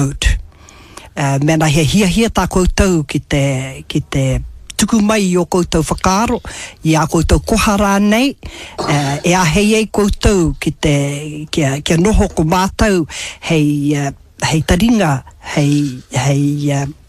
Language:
Māori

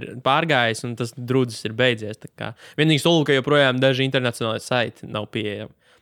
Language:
Latvian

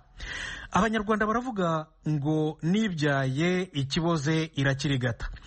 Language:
Kinyarwanda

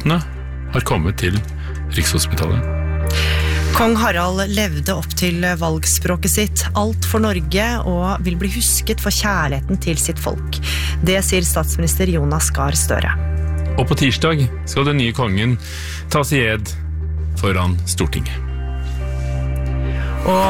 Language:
Norwegian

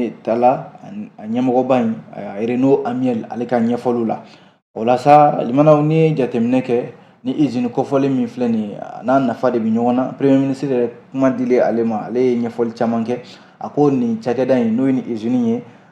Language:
Bambara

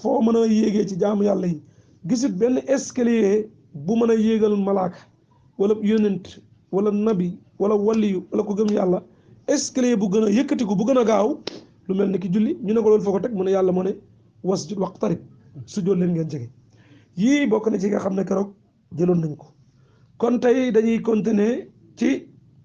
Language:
Wolof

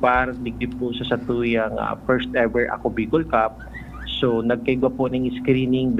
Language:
Bikol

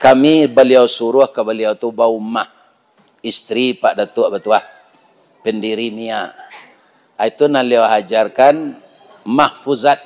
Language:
Minangkabau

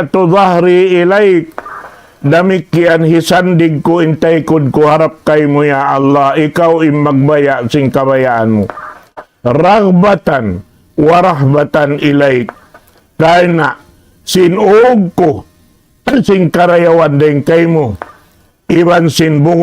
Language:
Tausug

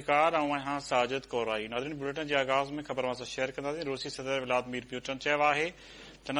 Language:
Sindhi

